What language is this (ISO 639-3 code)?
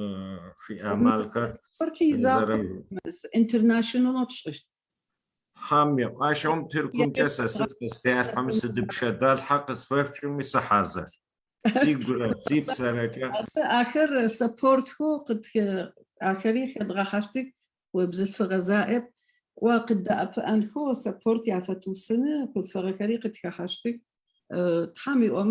ady